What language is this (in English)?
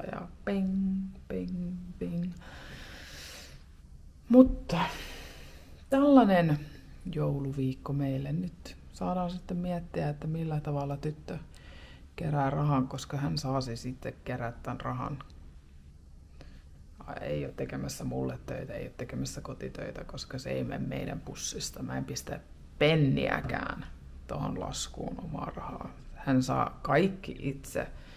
Finnish